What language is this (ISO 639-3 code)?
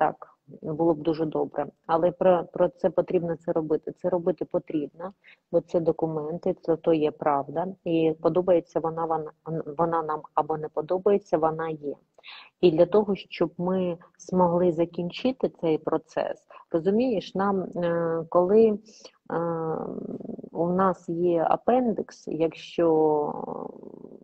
ukr